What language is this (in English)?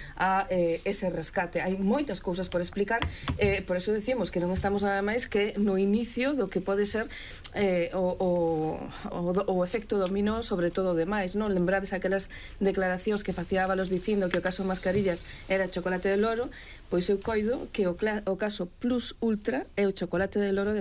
Galician